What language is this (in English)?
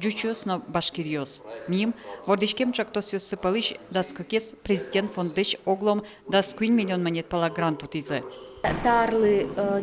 Udmurt